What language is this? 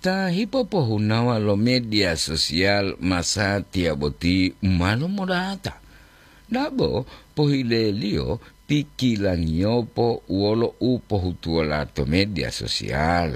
Gorontalo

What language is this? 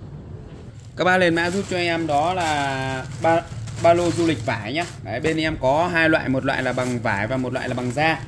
Vietnamese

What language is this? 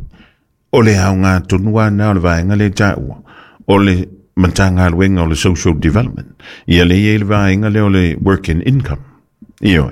Samoan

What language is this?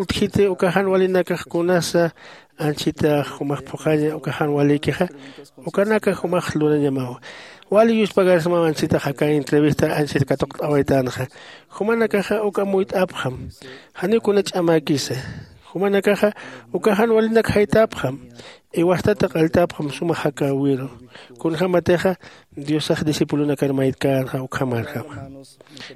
Aymara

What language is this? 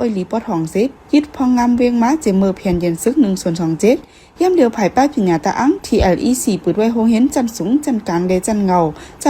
Shan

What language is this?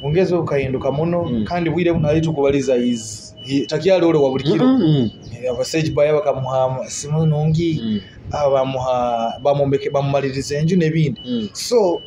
Nyoro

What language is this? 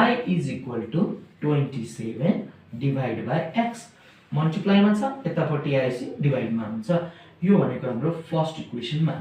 Nepali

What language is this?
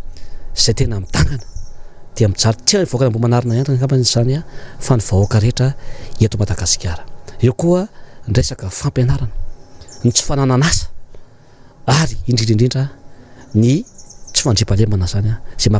Malagasy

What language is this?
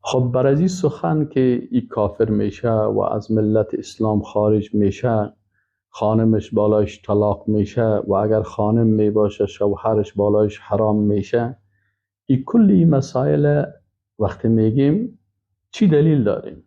Persian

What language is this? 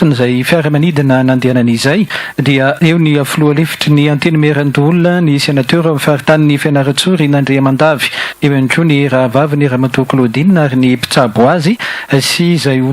Malagasy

